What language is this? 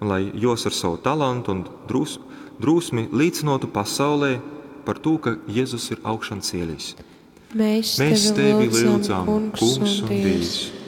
Latgalian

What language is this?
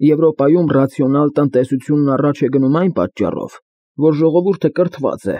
Armenian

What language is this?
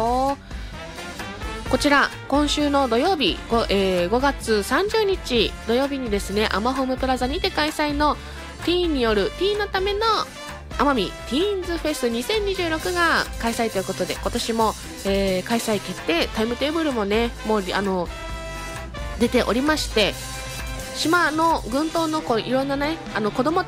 Japanese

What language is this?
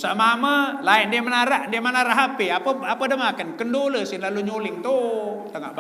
Sasak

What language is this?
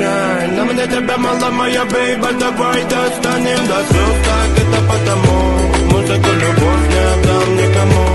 Tajik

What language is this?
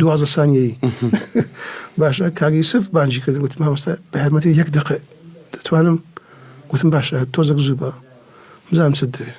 Central Kurdish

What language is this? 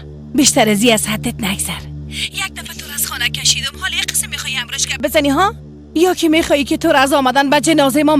Persian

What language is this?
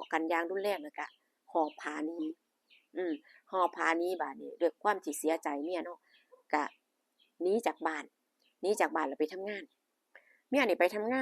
Northeastern Thai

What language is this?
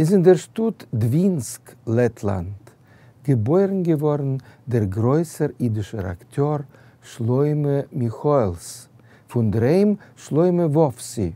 Yiddish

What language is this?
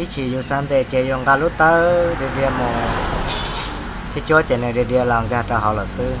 Hmong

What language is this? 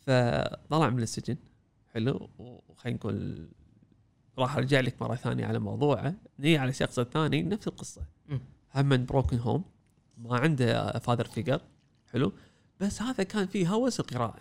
Gulf Arabic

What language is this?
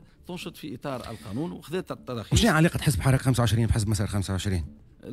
Tunisian Arabic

